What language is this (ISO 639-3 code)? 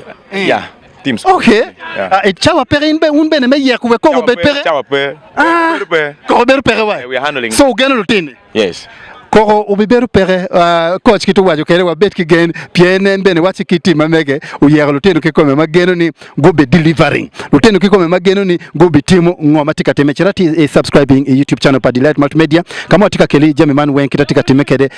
ach